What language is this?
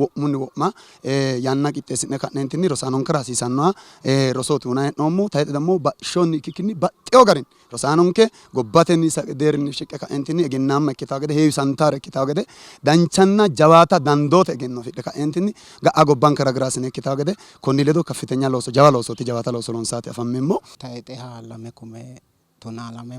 Sidamo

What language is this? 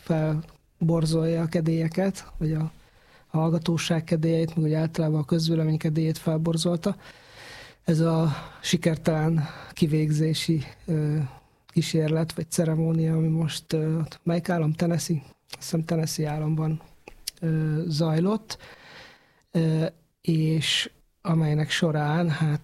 Hungarian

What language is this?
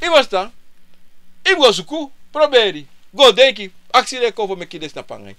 Sranan Tongo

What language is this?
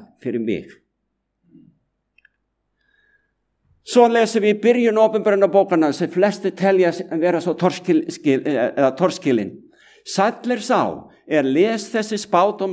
Icelandic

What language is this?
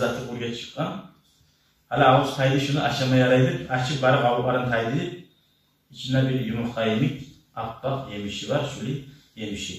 Kumyk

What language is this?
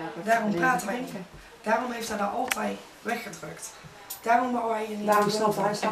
Dutch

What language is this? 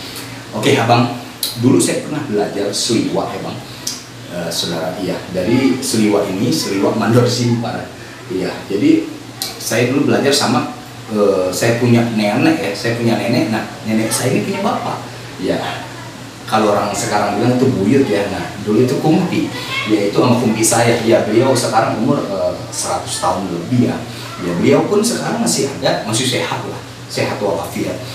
Betawi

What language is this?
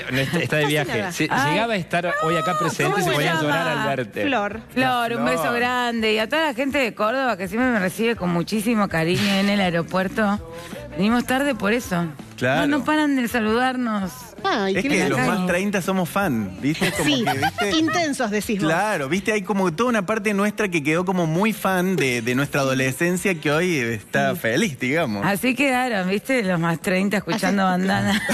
Spanish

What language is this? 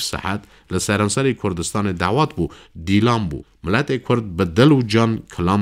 Kurdish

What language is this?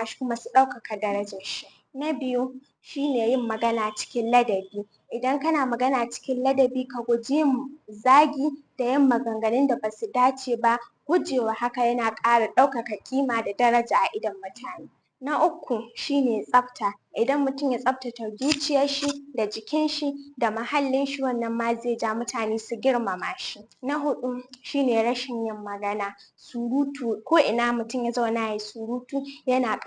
Hausa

